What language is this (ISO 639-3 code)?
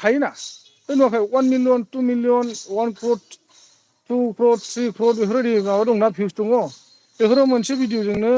brx